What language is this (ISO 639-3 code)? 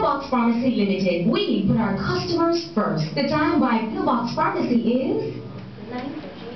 jam